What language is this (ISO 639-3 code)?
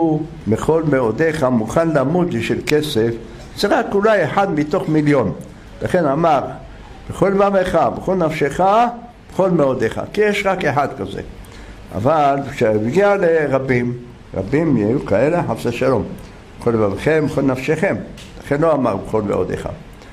heb